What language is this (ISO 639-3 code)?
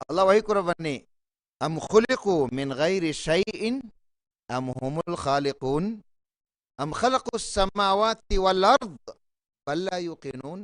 div